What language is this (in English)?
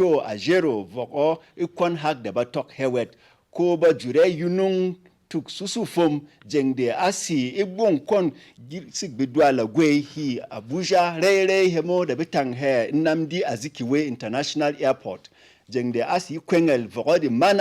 Berom